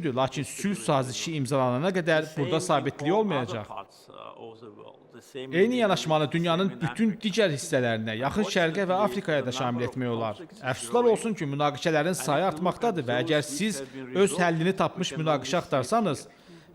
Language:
Azerbaijani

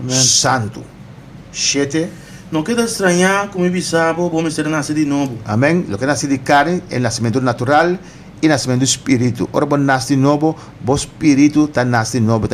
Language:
Papiamento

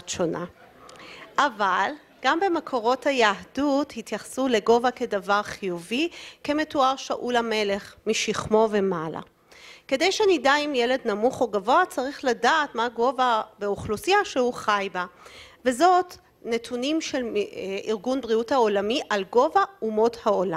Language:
Hebrew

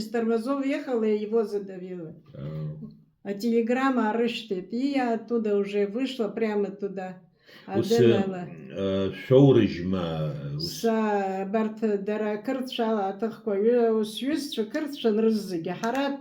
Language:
Abkhazian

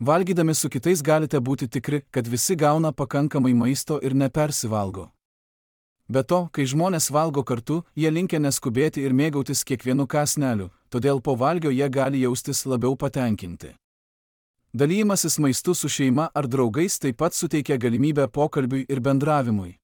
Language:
Lithuanian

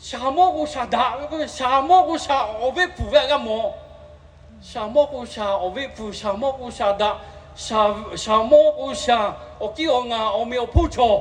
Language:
Lahu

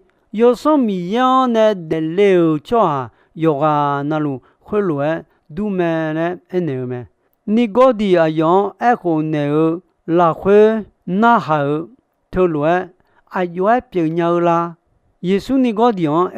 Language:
Akha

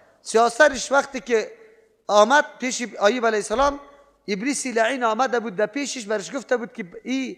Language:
Persian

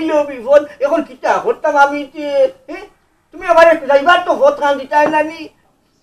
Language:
Sylheti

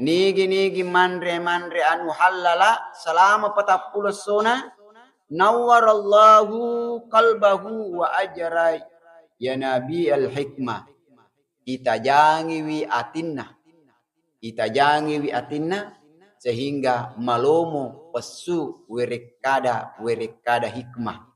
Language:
Buginese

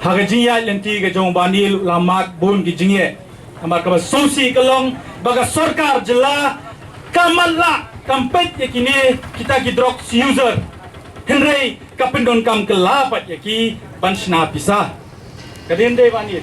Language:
Khasi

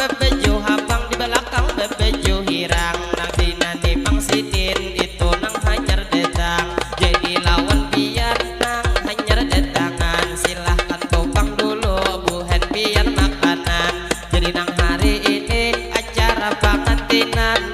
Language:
Banjar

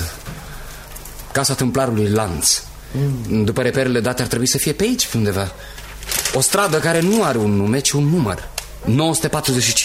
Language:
Romanian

